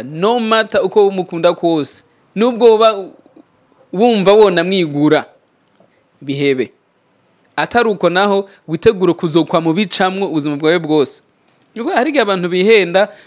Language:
Rundi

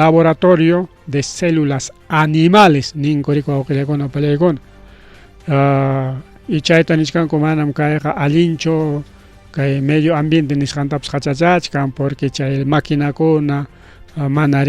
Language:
Ayacucho Quechua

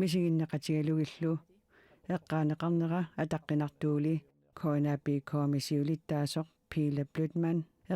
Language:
Kalaallisut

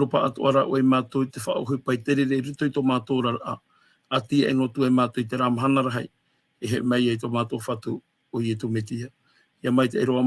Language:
Tahitian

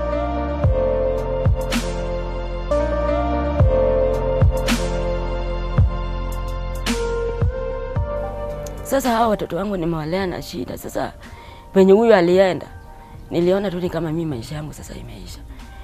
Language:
Swahili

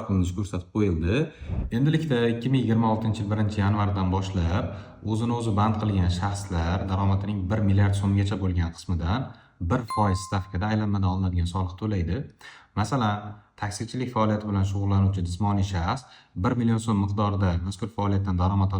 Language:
Uzbek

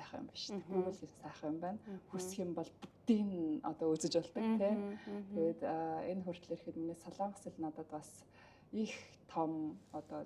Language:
Mongolian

